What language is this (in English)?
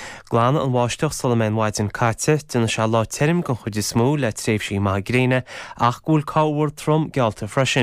Irish